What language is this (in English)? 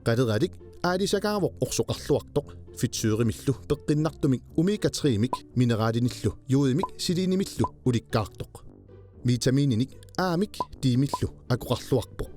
Kalaallisut